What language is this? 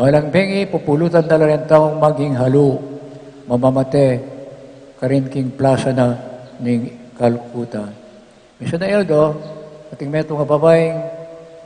Pampanga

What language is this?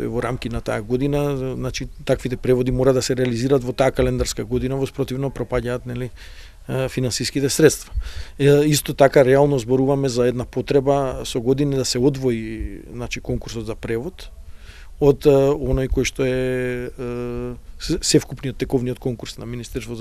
Macedonian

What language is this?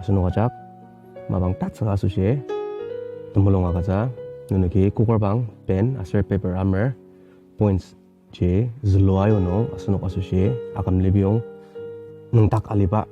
Ao Naga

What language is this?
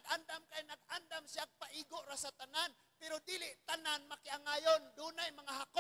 Cebuano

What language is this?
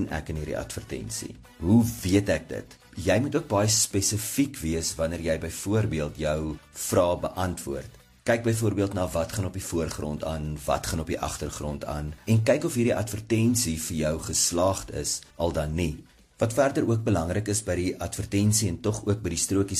Afrikaans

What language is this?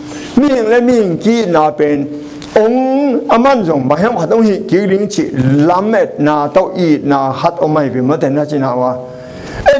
Tedim Chin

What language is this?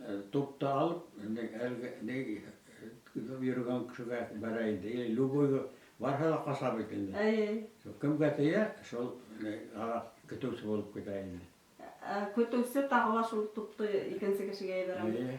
Bashkir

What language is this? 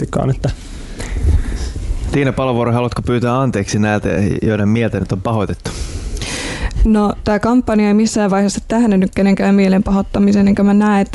Finnish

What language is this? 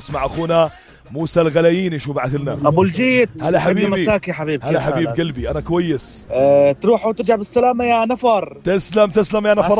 North Levantine Arabic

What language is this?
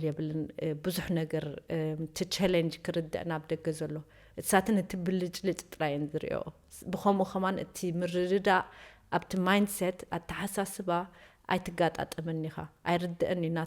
Tigrinya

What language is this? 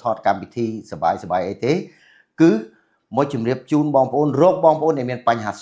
Khmer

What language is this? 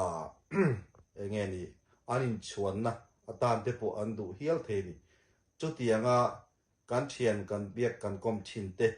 Mizo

